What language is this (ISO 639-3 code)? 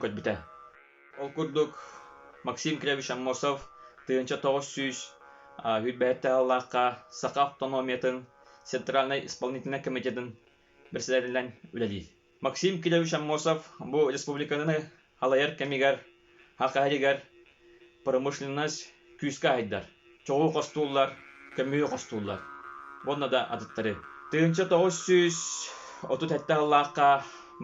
sah